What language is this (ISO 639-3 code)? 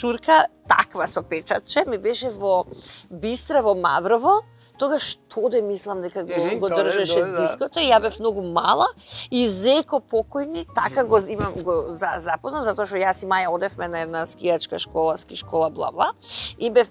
mkd